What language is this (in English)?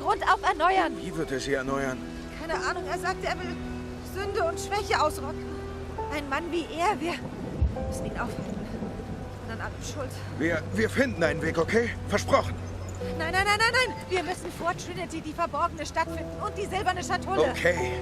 Swiss German